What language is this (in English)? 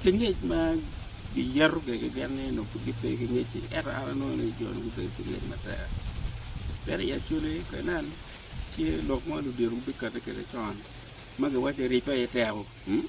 Acoli